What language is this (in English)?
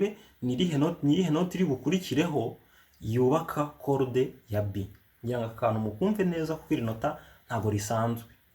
Kinyarwanda